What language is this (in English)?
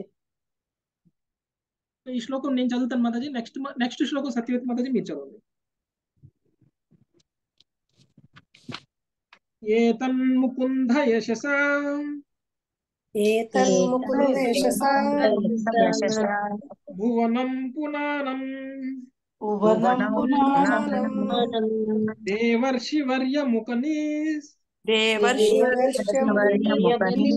Telugu